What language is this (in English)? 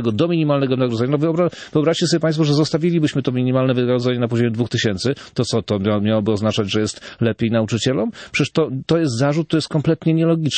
Polish